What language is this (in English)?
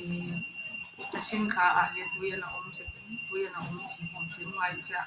Paite Chin